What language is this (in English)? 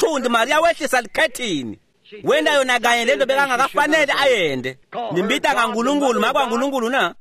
Swati